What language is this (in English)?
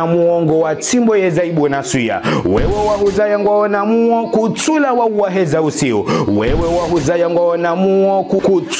Ngazidja Comorian